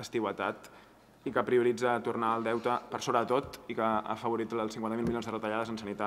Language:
Catalan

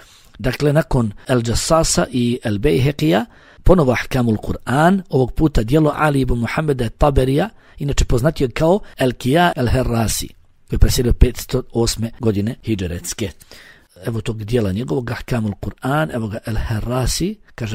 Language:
Bosnian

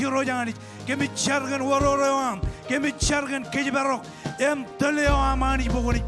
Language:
Marshallese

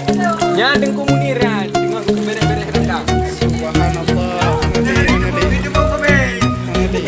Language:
Achinese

